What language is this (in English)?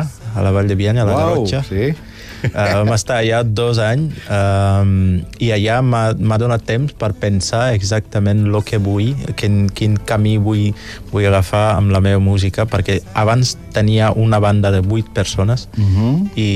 Catalan